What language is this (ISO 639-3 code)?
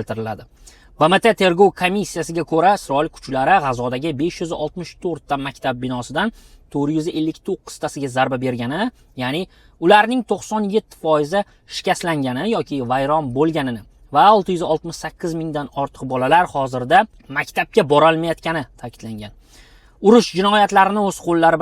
uzb